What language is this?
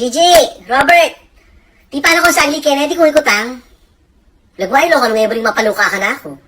Pampanga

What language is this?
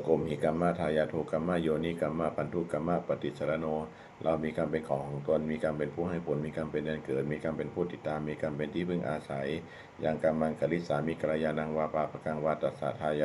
Pali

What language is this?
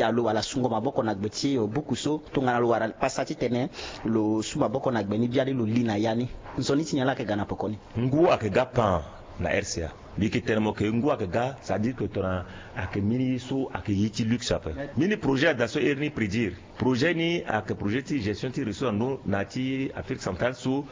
Sango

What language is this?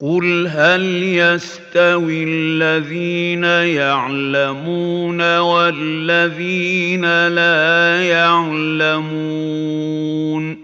Yakan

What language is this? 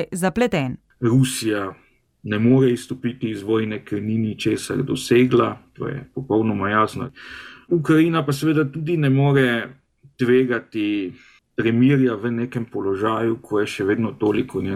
Slovenian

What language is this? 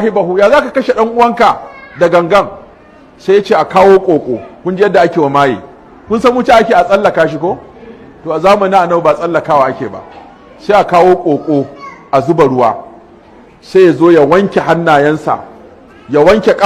Hausa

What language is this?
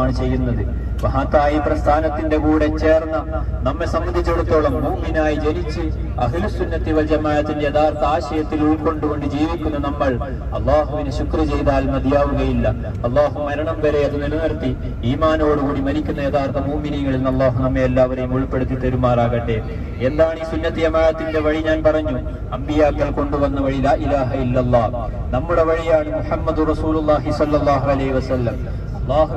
Malayalam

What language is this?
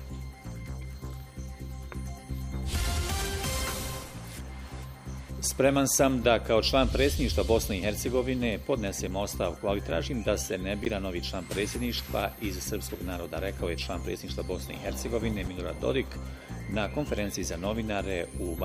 Bosnian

